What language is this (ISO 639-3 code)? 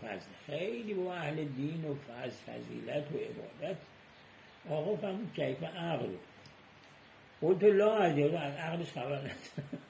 fas